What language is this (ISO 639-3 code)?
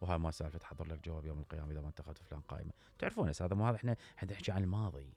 acm